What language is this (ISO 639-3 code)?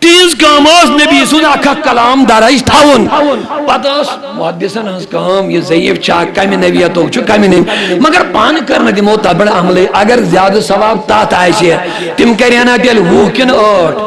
kas